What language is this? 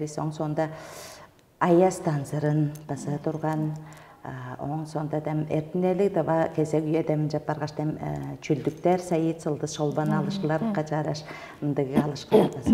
Tuvinian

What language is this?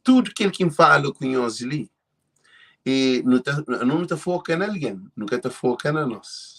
Kabuverdianu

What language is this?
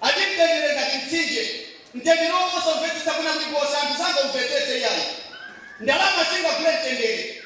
Nyanja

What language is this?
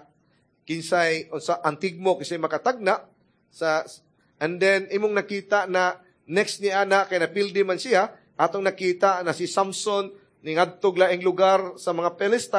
Cebuano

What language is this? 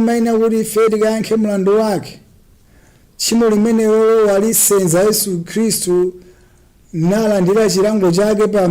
Nyanja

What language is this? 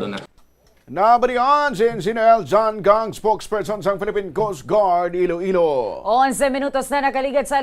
Hiligaynon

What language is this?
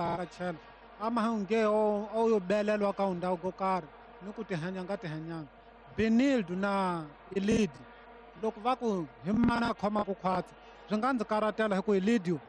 Tsonga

